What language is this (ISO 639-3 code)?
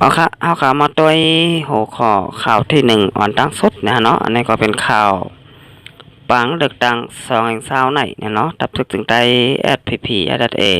shn